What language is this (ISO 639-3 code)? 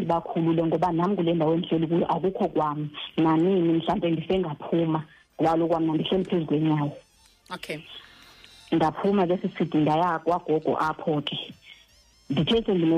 xho